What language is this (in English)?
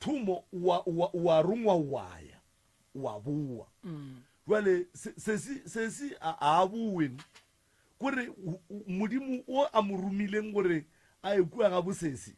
Northern Sotho